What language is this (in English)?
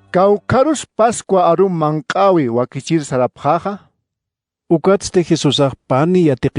Aymara